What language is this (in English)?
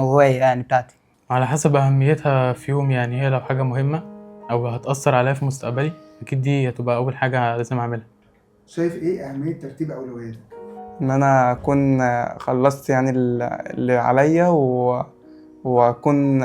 Egyptian Arabic